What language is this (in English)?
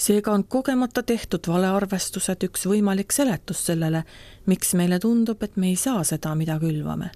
Estonian